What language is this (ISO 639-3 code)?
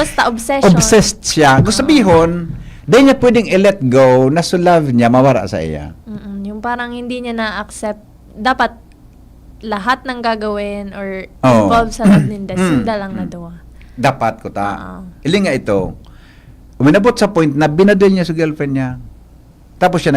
bik